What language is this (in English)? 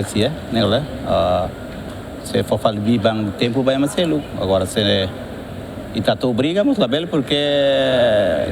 Tetum